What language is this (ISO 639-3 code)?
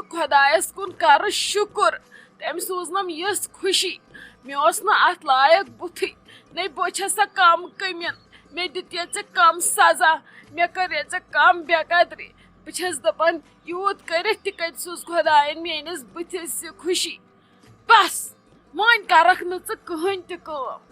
kas